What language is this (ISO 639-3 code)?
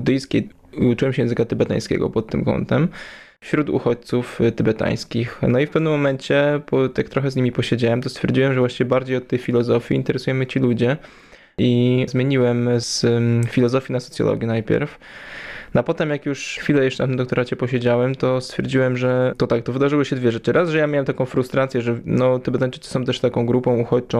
pol